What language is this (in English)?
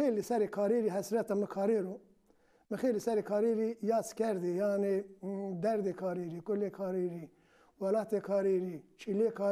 Zaza